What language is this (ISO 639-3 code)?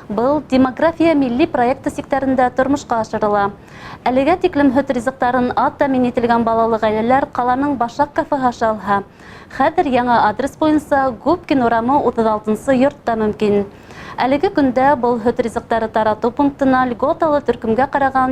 bak